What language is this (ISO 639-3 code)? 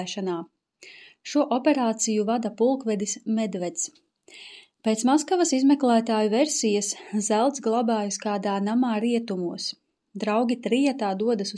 lav